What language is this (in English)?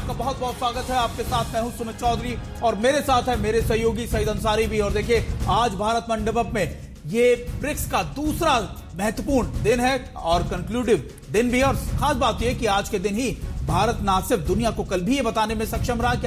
Hindi